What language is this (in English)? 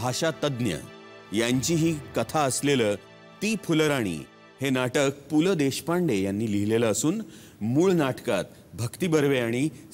Marathi